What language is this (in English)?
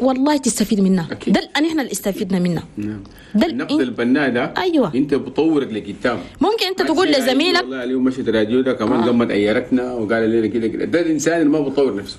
Chadian Arabic